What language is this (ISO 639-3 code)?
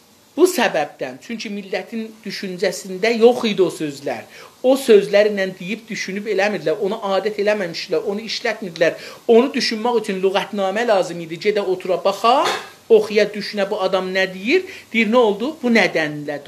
azb